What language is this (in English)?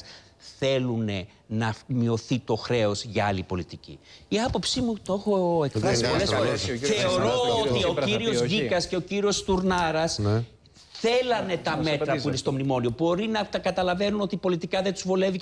Greek